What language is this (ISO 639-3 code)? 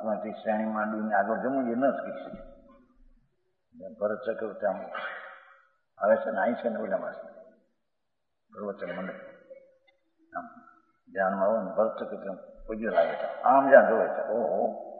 guj